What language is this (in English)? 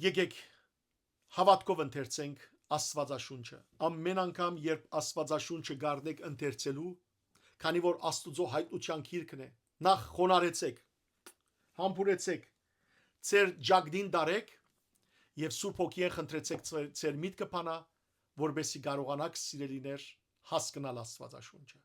Western Armenian